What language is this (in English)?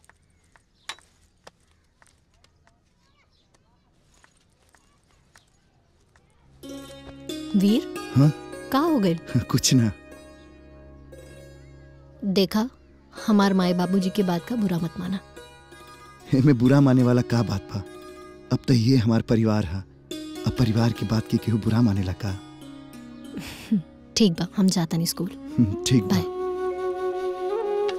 Bhojpuri